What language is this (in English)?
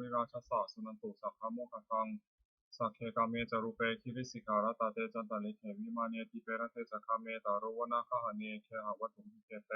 Pali